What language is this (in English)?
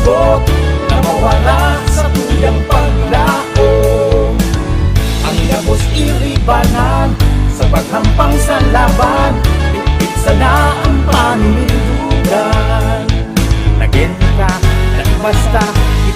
Bikol